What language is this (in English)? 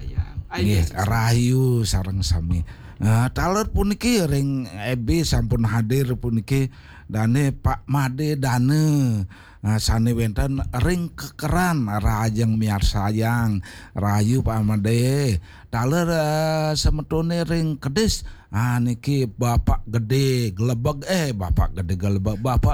Balinese